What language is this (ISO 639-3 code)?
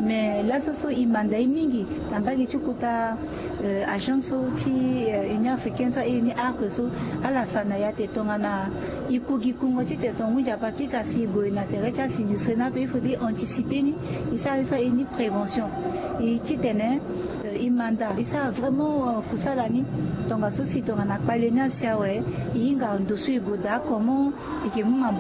sag